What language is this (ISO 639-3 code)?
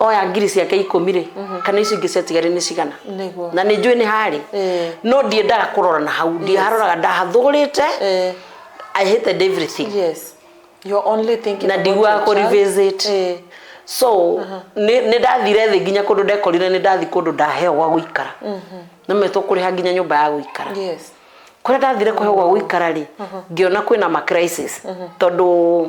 kik